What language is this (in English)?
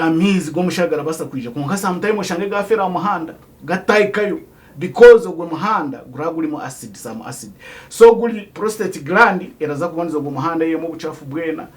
Nyankole